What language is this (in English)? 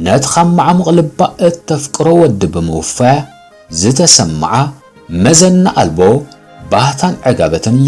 Tigrinya